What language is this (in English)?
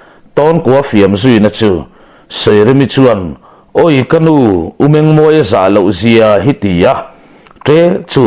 Mizo